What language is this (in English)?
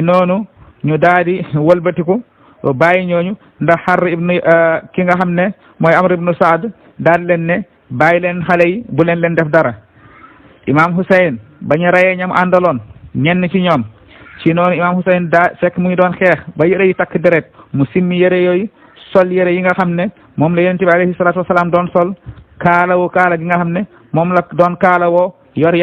Wolof